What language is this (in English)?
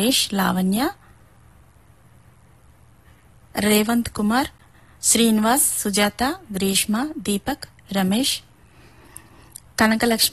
Telugu